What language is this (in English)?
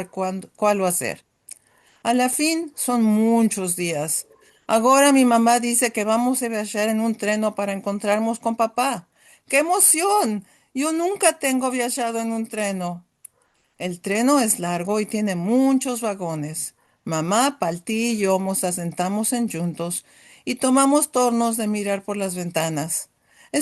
Ladino